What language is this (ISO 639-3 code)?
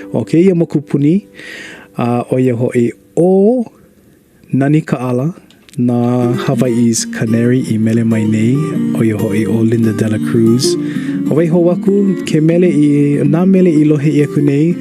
haw